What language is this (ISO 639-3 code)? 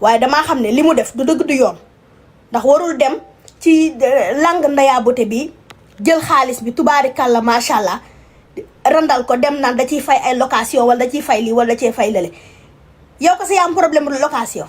wol